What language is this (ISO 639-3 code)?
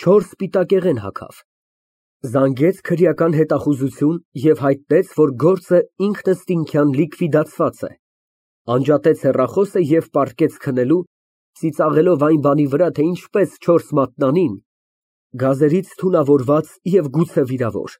hye